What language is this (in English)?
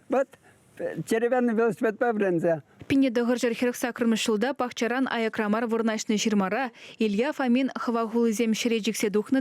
Chuvash